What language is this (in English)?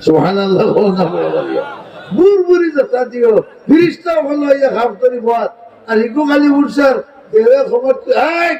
Sylheti